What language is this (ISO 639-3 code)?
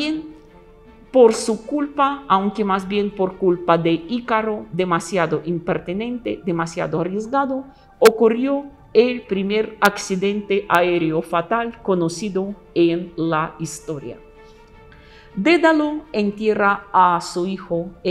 spa